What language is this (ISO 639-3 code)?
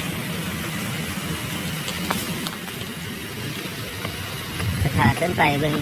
lao